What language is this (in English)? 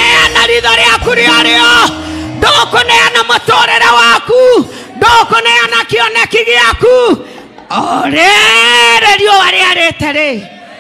Kikuyu